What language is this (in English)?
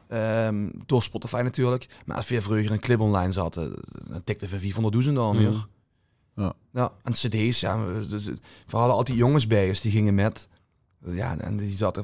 Limburgish